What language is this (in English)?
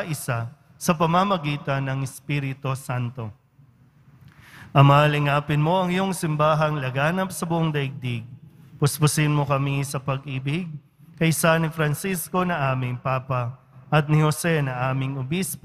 Filipino